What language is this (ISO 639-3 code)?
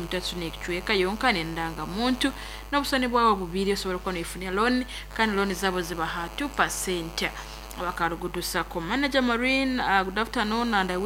nyn